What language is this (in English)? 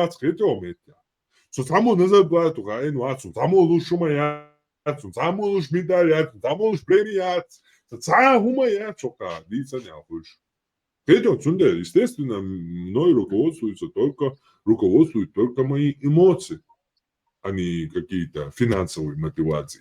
Chechen